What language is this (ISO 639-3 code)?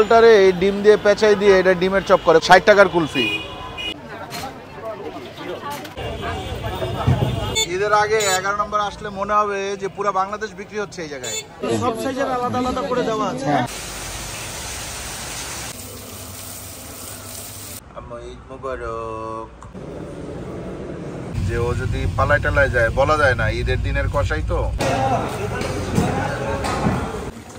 ben